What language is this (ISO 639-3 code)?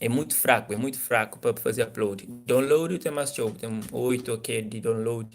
kea